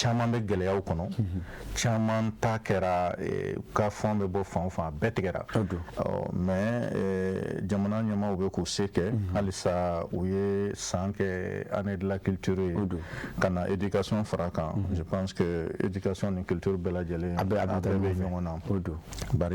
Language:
Bambara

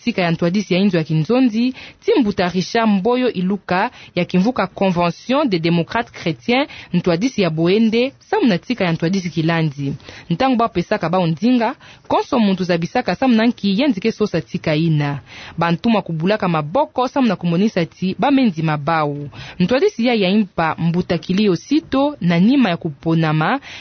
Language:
Kituba (Democratic Republic of Congo)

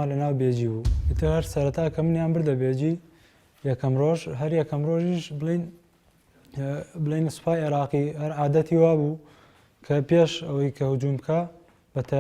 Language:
Central Kurdish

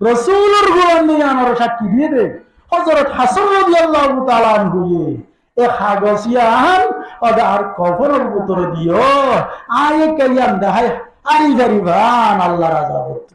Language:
Rohingya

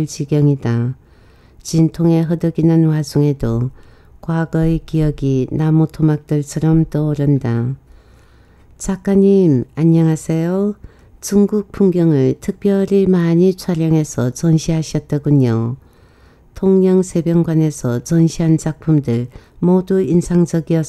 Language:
Korean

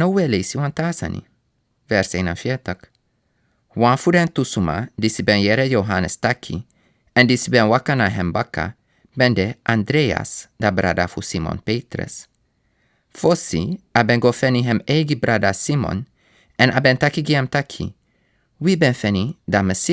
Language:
Sranan Tongo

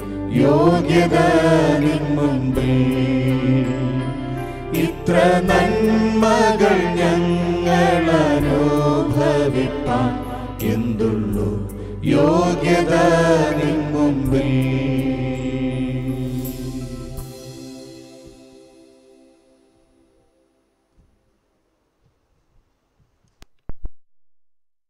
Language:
Malayalam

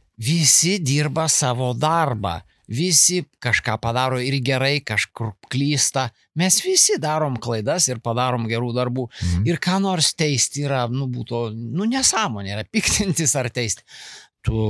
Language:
Lithuanian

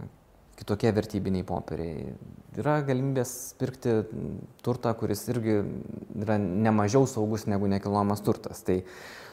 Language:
Lithuanian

